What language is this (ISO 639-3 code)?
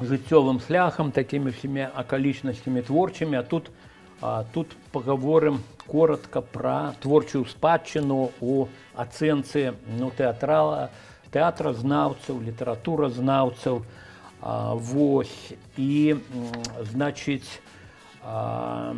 bel